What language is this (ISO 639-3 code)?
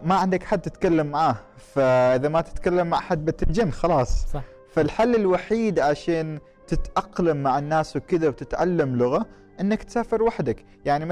afb